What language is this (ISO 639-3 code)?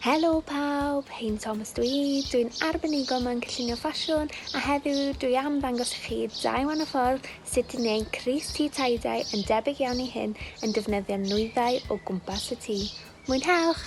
cym